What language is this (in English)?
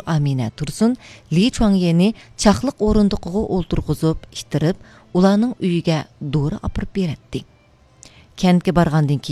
Uyghur